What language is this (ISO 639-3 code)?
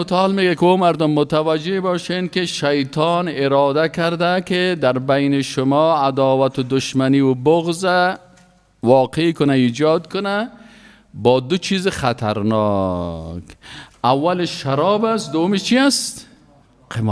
fas